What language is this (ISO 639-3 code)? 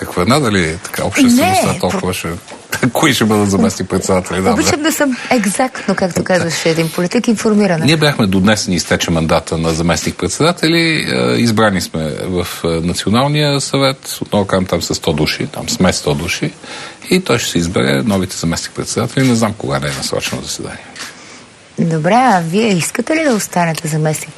bul